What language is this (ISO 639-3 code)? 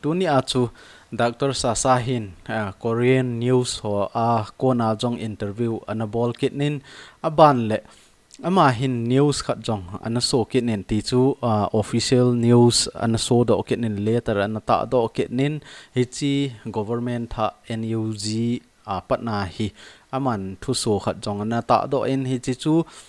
tcz